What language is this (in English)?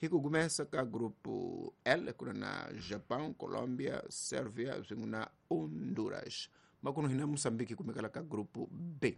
Tsonga